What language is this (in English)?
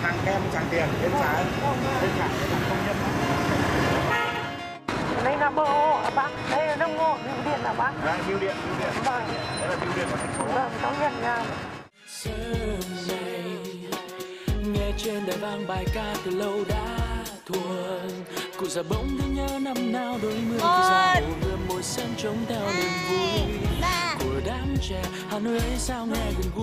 Vietnamese